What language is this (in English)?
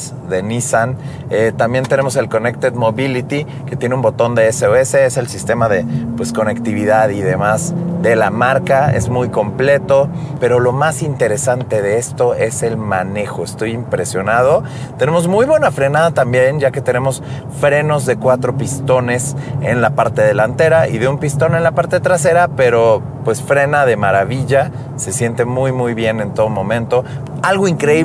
Spanish